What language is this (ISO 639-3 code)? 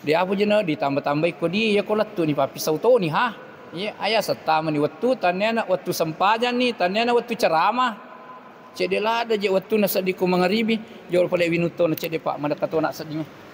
bug